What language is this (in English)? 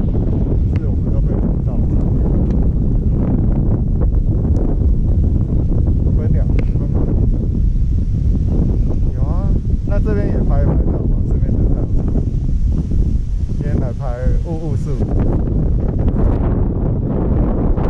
Chinese